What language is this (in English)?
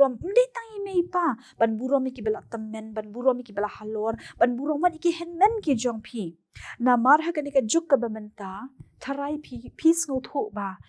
Khasi